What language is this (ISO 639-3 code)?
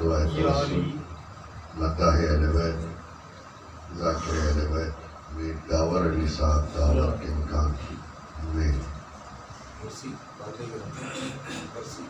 urd